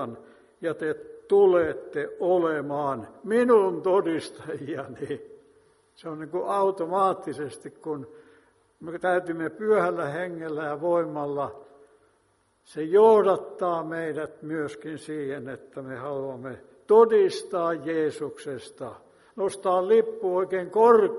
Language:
Finnish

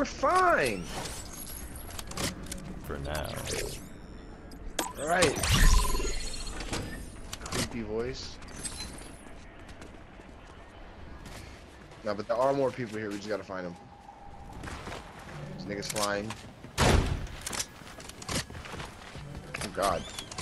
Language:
English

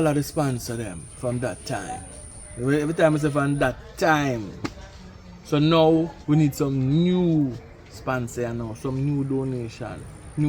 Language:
Jamaican Creole English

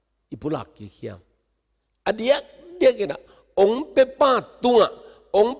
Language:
Tedim Chin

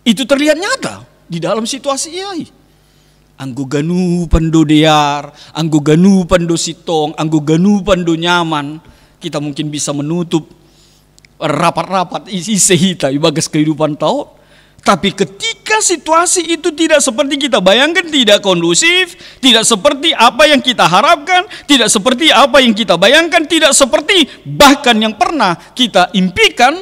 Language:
Batak Simalungun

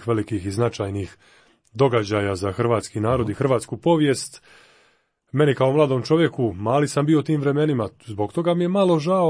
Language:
Croatian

